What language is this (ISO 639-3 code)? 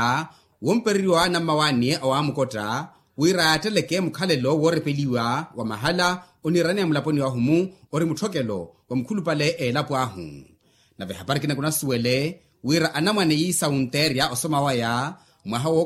vmw